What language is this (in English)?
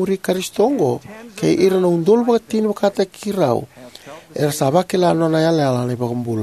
Fijian